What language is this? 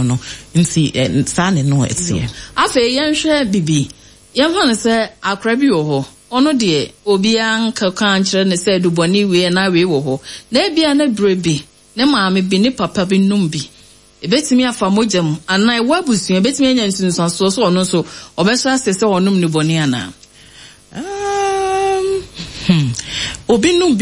Akan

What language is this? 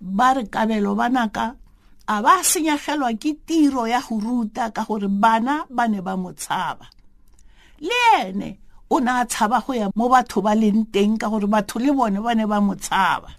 Tswana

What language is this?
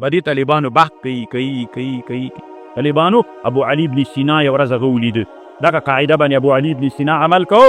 Pashto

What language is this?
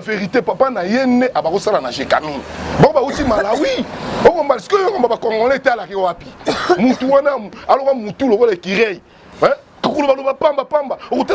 Lingala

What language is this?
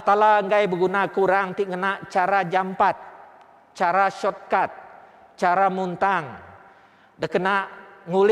Iban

